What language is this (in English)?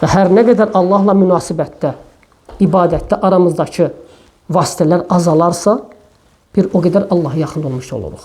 Azerbaijani